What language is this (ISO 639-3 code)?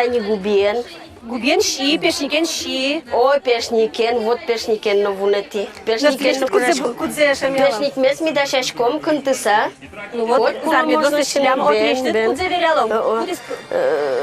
udm